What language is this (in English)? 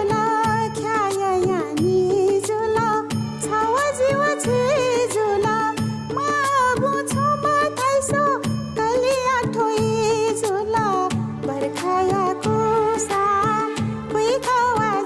Newari